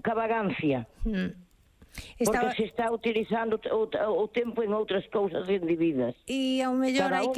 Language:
Galician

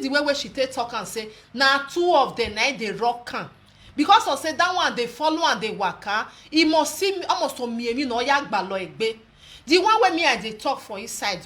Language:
Nigerian Pidgin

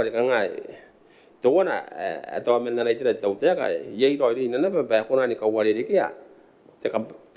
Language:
Gilbertese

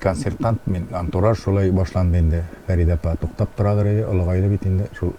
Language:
Tatar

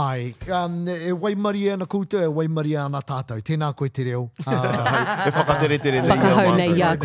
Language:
Māori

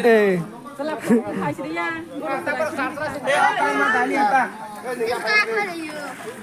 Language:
Kok Borok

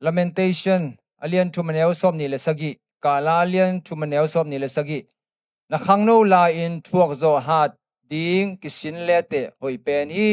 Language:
Tedim Chin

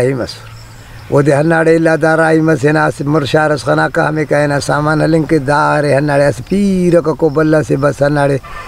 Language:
Brahui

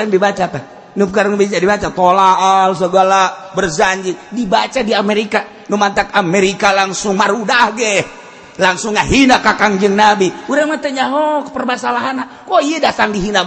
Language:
Sundanese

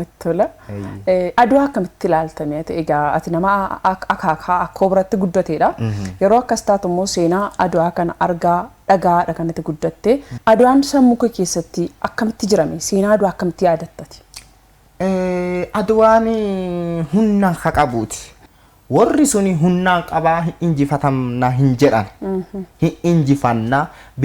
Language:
Oromo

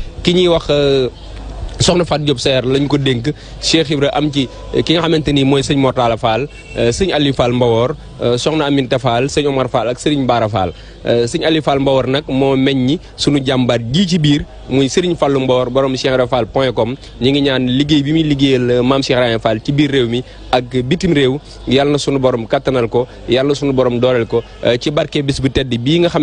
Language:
Wolof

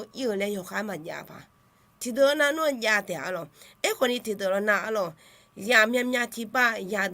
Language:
Akha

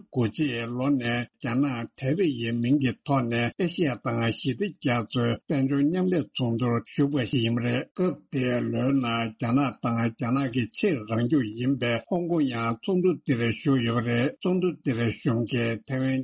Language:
Tibetan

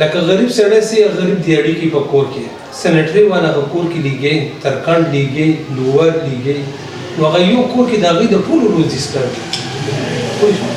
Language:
Pashto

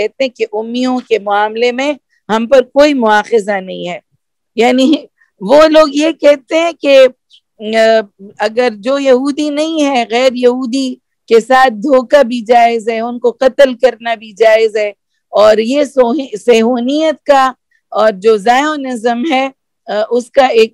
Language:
Urdu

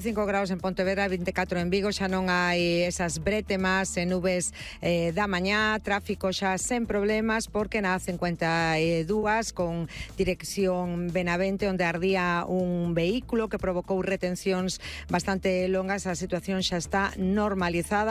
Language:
Galician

